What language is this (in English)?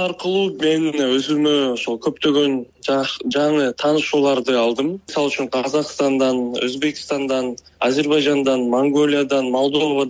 Kyrgyz